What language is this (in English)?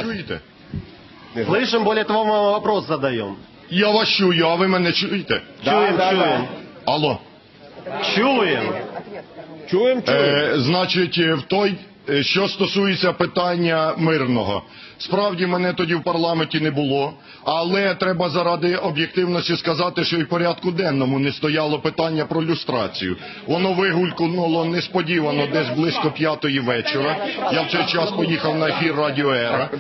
Ukrainian